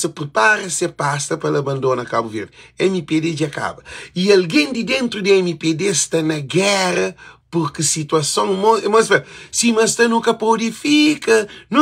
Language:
Kabuverdianu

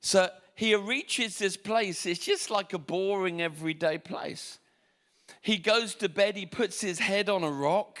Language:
English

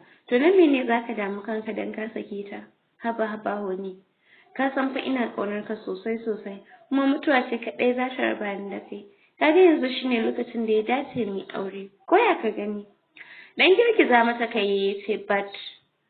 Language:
Hausa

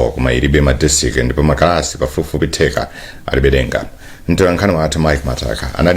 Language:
Nyanja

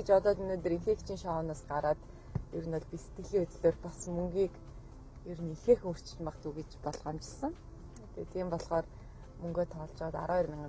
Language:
Mongolian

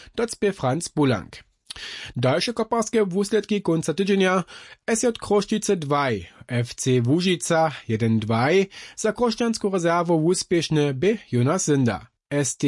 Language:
Upper Sorbian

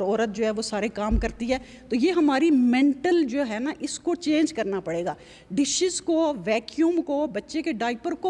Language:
Urdu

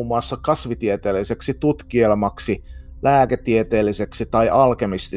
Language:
Finnish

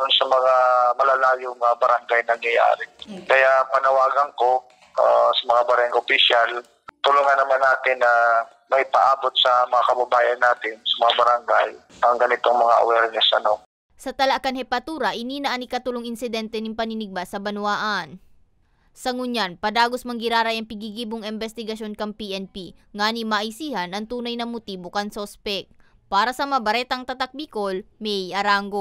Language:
Bikol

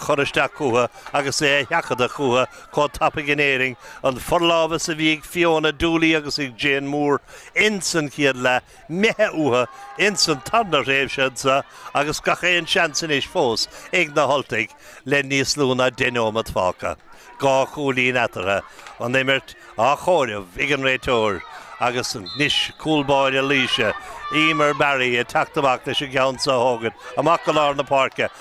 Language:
Irish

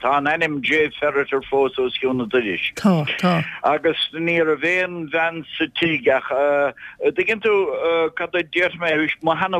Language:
Irish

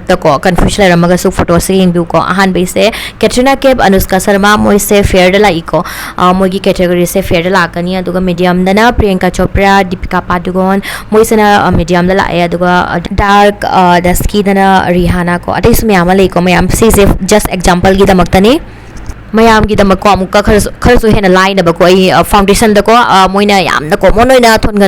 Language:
Manipuri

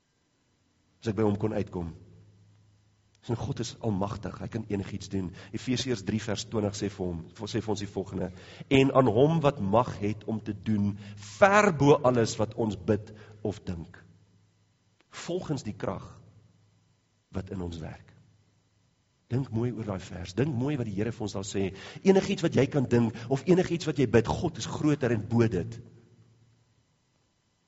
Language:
Afrikaans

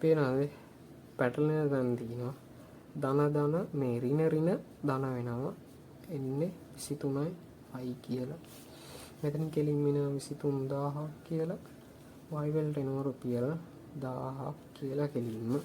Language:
Sinhala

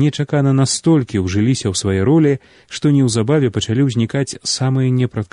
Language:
Belarusian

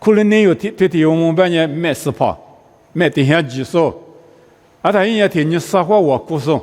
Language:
Lisu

